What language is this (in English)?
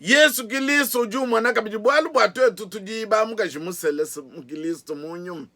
Luba-Lulua